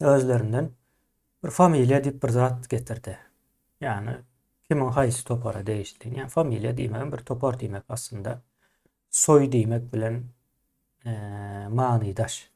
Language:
Turkmen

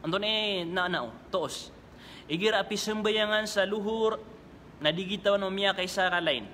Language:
Maranao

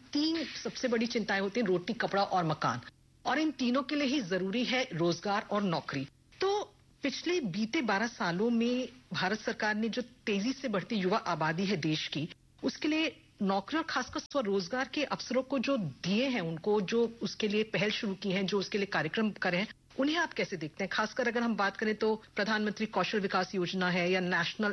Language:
Hindi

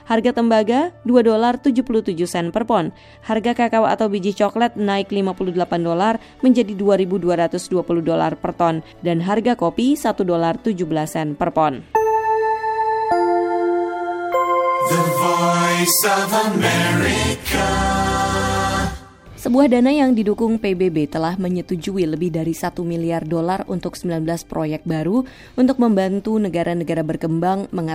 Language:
Indonesian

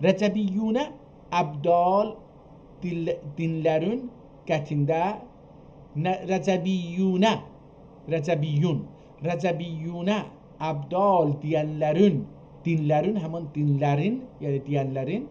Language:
South Azerbaijani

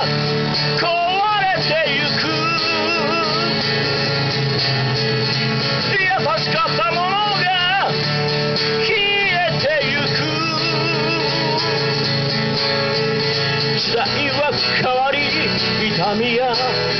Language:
Japanese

